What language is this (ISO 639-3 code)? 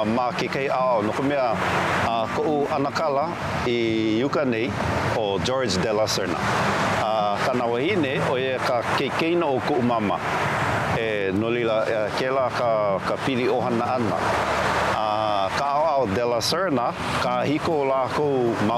haw